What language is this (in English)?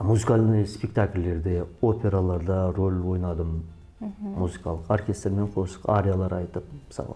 Kara-Kalpak